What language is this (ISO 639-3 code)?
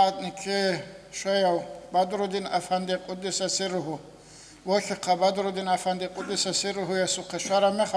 ava